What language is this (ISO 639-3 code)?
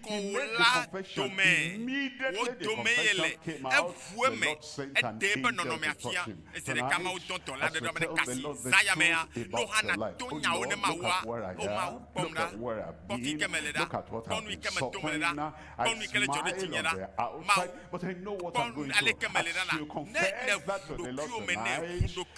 ewe